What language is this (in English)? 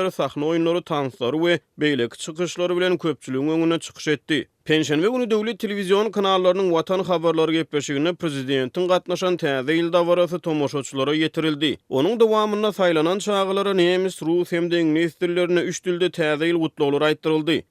Turkmen